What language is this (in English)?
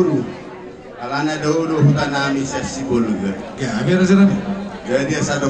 Batak Toba